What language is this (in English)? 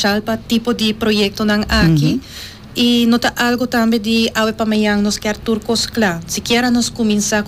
Papiamento